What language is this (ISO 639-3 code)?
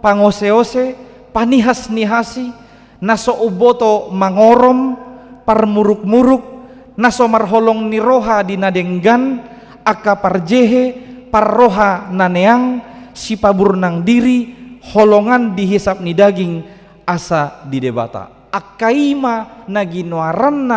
bbc